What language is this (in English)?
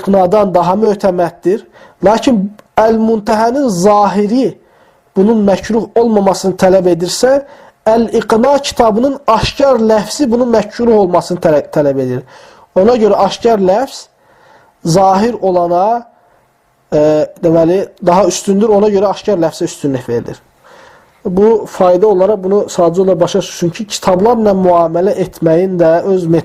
Azerbaijani